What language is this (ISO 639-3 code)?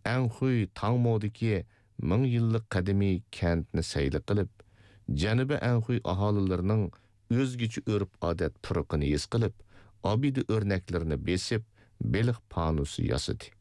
uig